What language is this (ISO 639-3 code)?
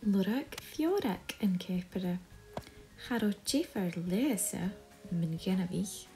gla